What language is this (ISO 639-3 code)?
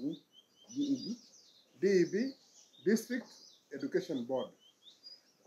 guz